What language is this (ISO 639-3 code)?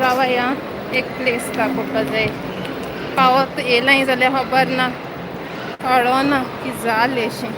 kok